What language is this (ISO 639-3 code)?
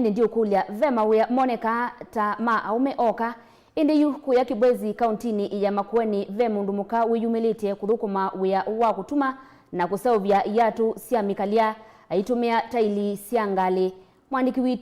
kam